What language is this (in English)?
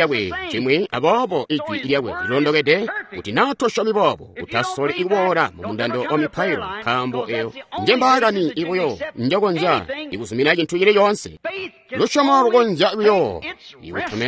Tonga (Zambia)